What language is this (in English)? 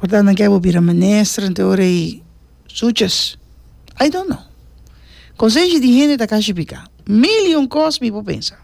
Papiamento